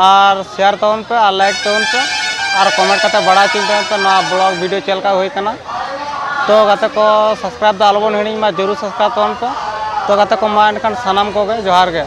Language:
Santali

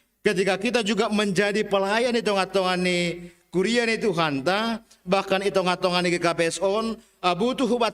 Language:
Batak Simalungun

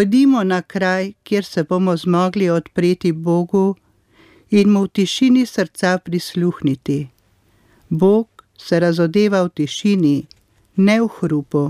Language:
Slovenian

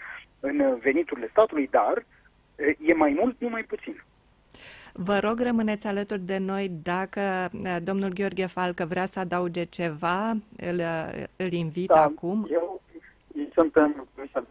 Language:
Romanian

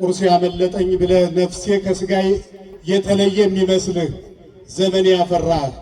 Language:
Amharic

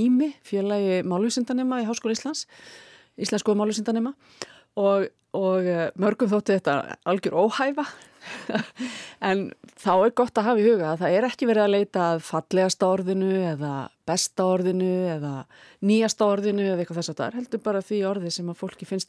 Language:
Icelandic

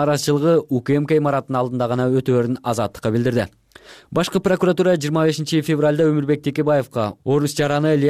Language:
Kyrgyz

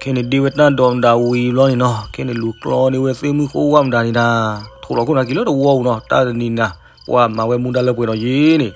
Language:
S'gaw Karen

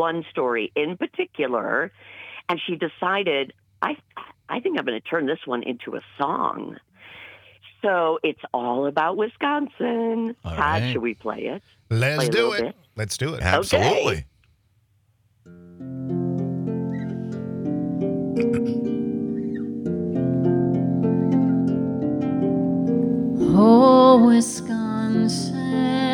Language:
English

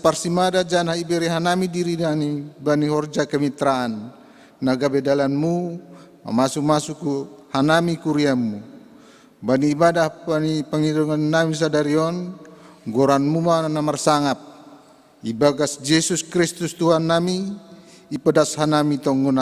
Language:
Batak Simalungun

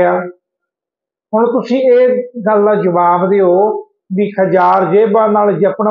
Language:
Punjabi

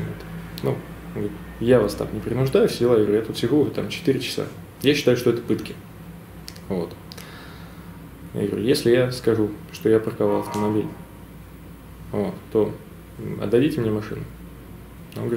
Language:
Russian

